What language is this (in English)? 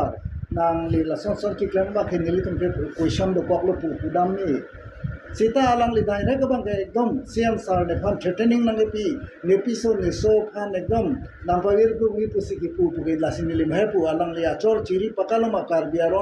Karbi